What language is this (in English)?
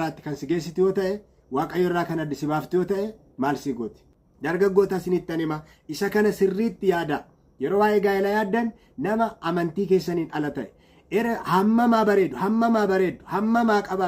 Oromo